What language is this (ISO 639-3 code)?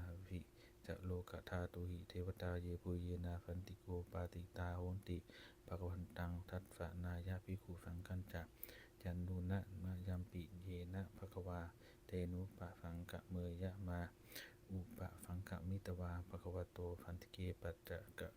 pli